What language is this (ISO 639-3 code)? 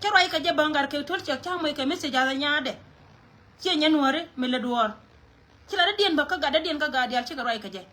nus